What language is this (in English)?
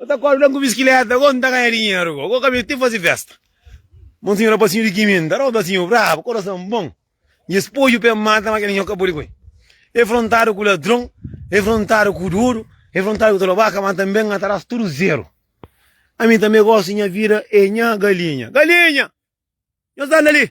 Kabuverdianu